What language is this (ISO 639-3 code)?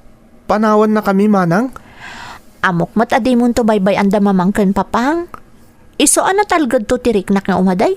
ilo